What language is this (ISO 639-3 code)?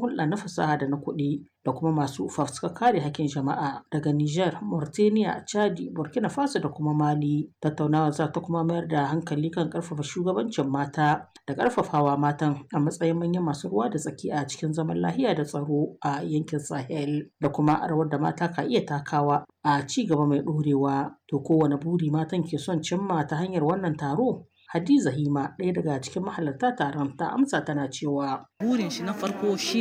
hau